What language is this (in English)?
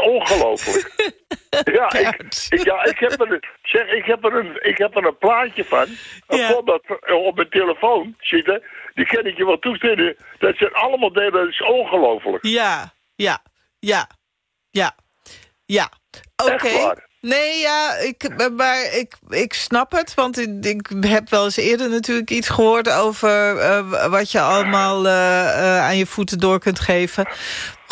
Dutch